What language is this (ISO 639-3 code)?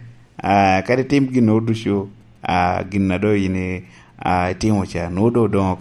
laj